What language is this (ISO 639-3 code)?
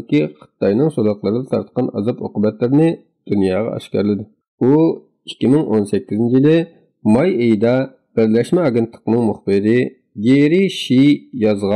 uig